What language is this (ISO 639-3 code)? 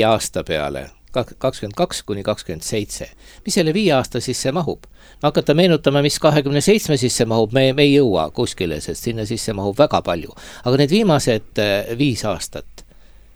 est